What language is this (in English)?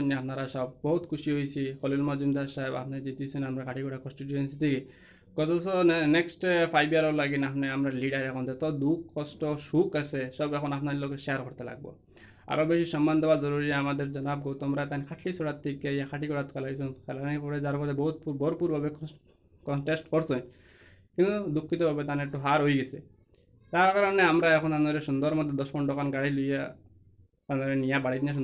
Sylheti